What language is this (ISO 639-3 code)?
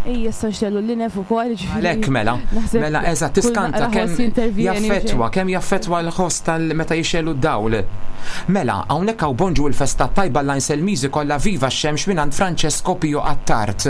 mlt